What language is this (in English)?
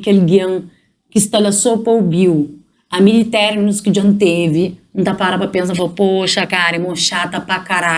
Kabuverdianu